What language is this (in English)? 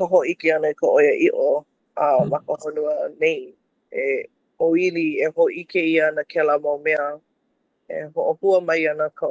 Hawaiian